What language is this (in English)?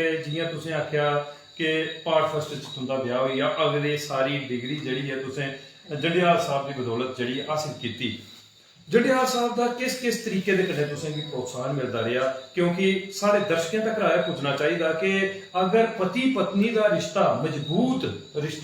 Dogri